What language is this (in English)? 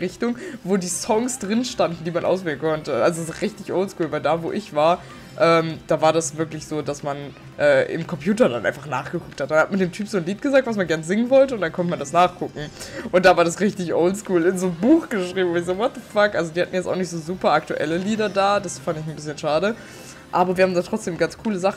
German